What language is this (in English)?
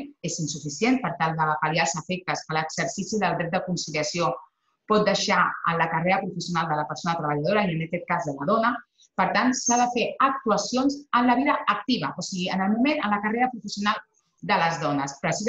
Catalan